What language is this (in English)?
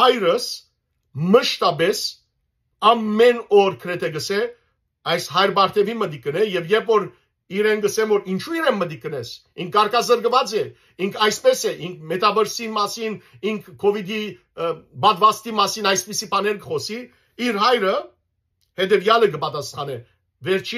Western Armenian